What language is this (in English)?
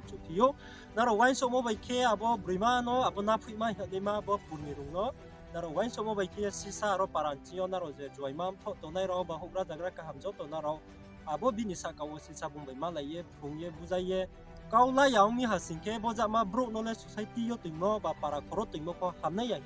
Riang (India)